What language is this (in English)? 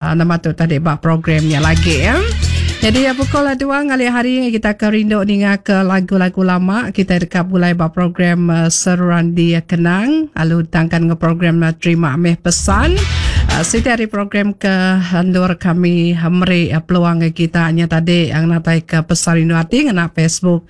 Iban